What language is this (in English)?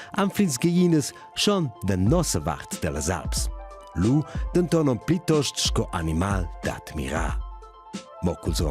Romansh